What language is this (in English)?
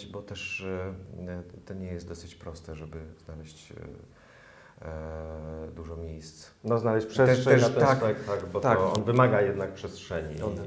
Polish